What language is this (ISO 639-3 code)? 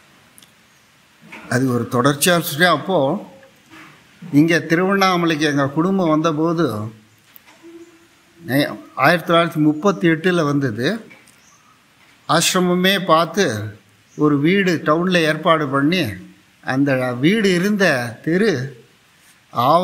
tam